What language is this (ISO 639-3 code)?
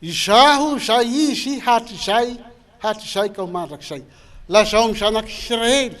mlg